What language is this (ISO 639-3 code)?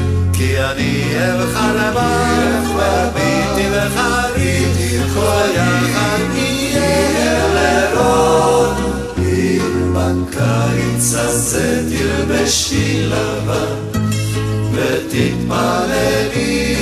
heb